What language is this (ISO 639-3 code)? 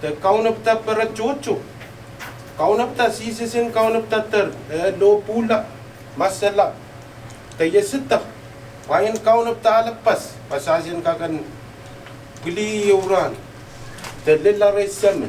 pon